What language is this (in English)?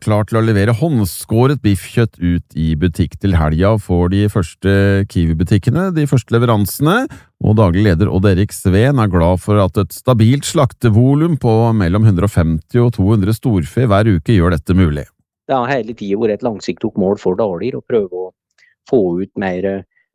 Norwegian